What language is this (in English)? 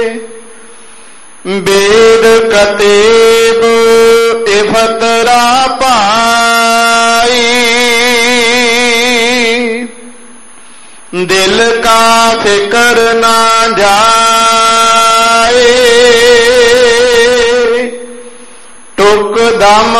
Punjabi